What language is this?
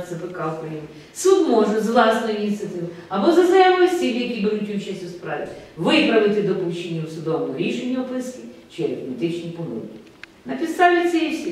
Ukrainian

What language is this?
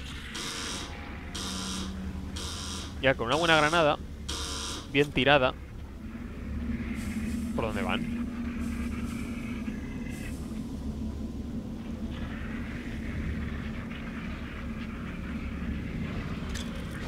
Spanish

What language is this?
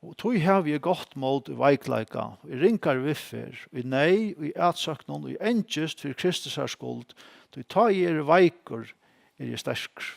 Faroese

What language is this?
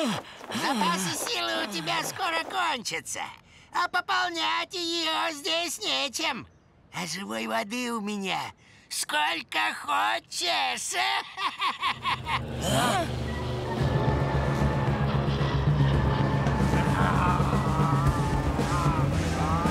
Russian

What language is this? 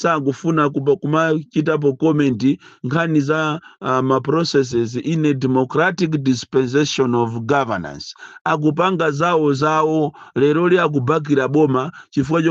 Nyanja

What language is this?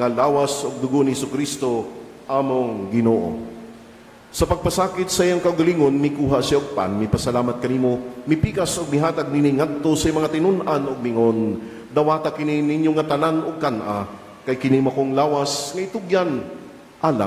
Cebuano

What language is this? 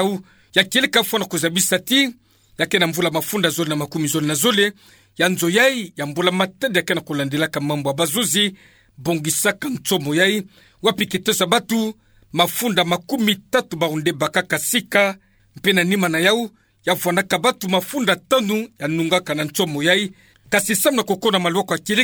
Kituba (Democratic Republic of Congo)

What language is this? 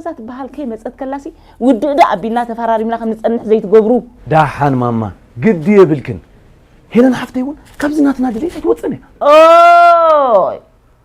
Tigrinya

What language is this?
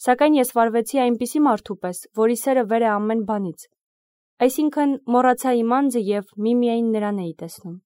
Armenian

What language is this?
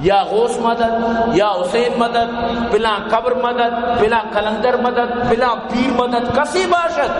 Baluchi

